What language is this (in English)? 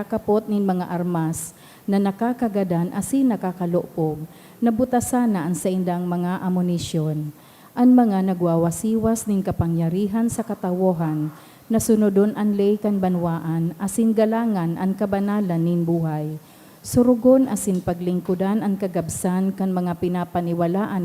Bikol